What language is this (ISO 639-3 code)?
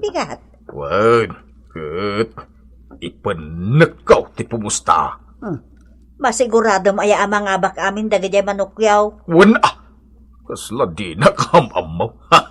ilo